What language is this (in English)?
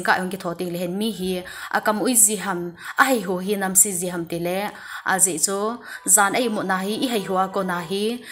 Thado Chin